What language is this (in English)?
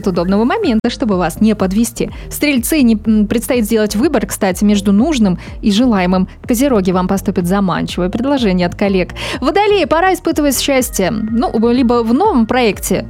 Russian